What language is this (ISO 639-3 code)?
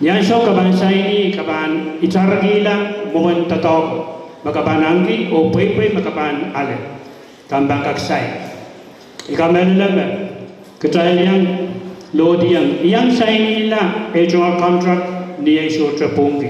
pon